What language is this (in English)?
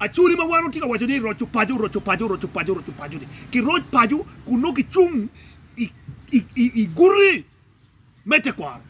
Acoli